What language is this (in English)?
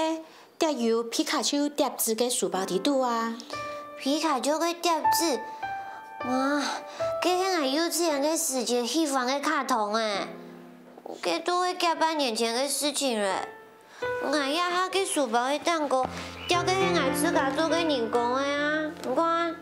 Hakka Chinese